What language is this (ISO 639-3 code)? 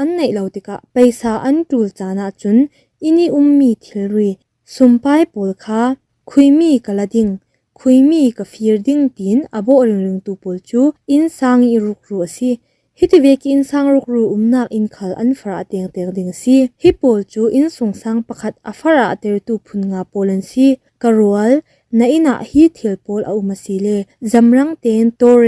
cfm